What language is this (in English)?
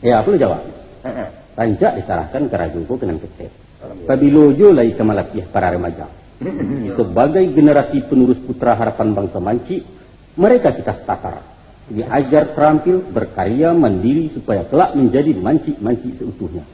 Minangkabau